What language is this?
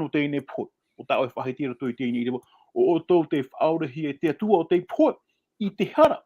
Tahitian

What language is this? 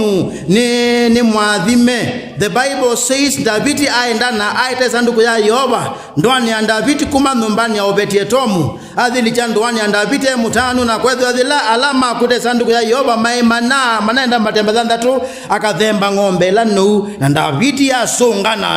Kamba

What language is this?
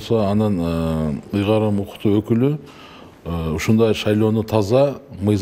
Kyrgyz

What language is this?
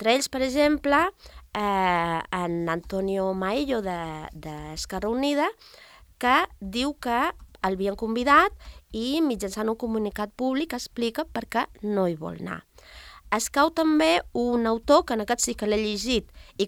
Catalan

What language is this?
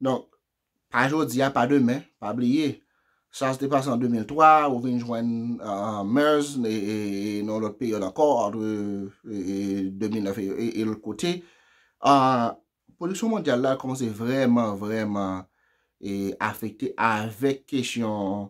Haitian Creole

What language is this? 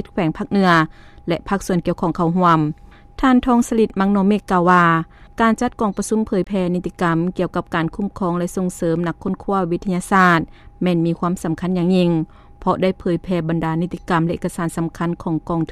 Lao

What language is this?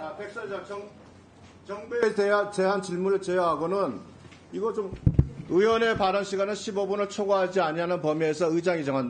Korean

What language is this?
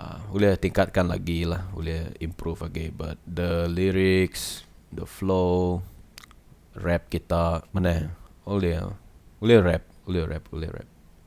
Iban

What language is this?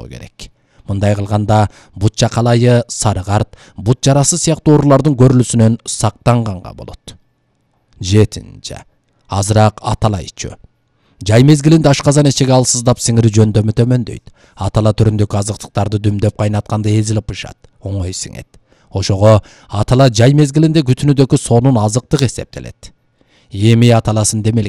Kyrgyz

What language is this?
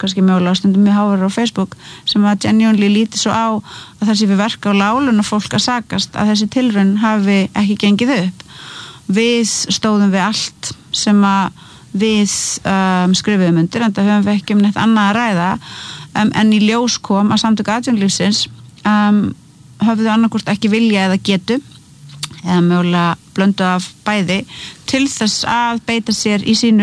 Icelandic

